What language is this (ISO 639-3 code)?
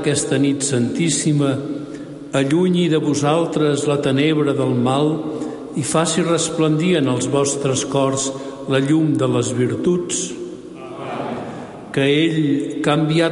cat